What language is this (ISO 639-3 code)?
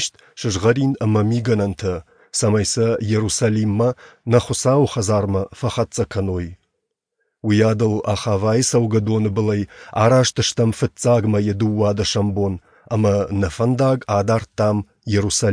oss